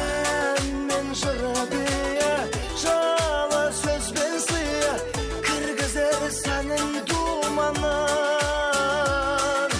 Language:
Kara-Kalpak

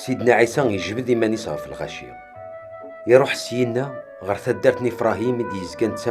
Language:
Kabyle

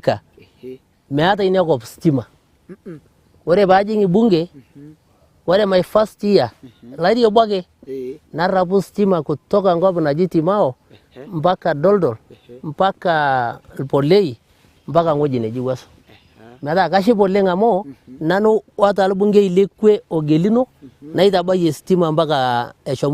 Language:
Masai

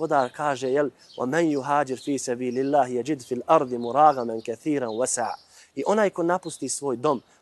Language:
Bosnian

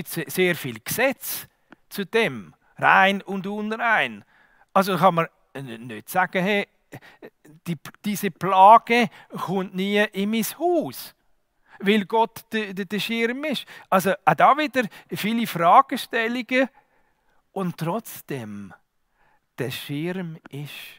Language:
Swiss German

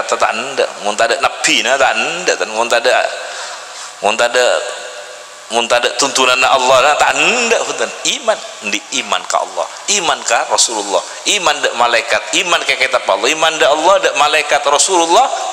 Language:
Madurese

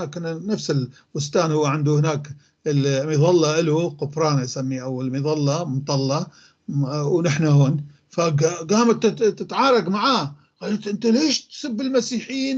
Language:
North Levantine Arabic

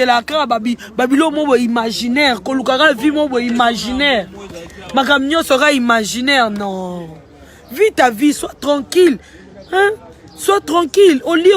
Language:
Lingala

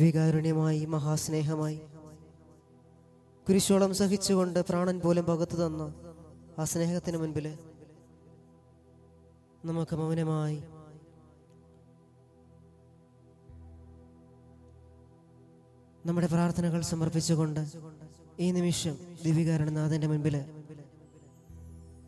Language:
Malayalam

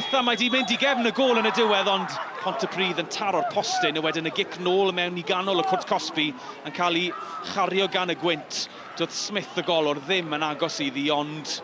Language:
Welsh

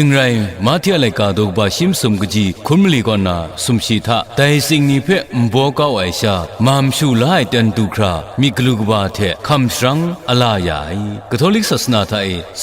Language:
Kachin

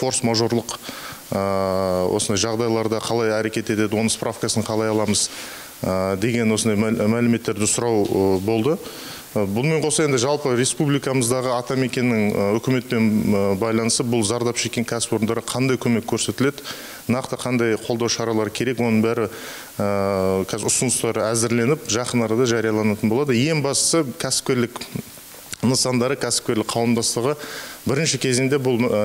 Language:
Kazakh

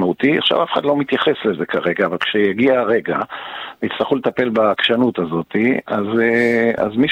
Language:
Hebrew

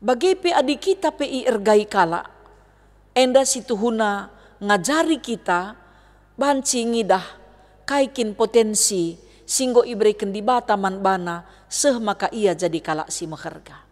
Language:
Batak Karo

